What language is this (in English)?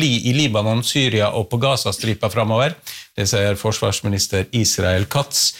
Norwegian